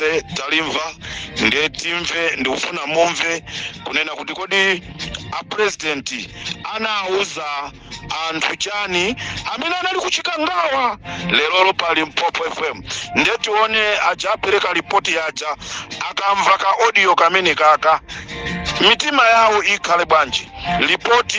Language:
Nyanja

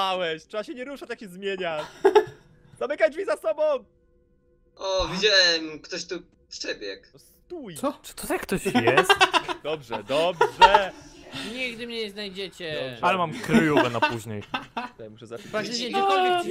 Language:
Polish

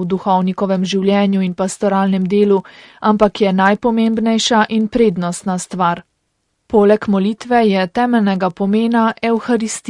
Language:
Slovenian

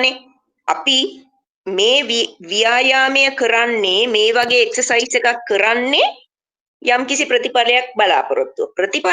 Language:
Sinhala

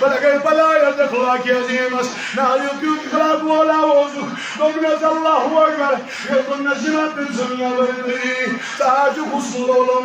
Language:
Kashmiri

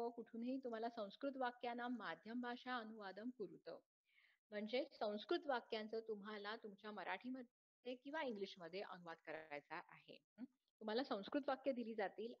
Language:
Marathi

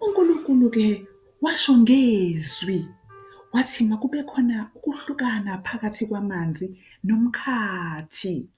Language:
Zulu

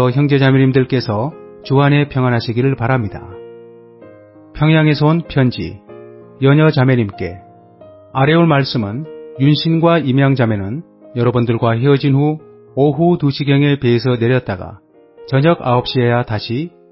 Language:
Korean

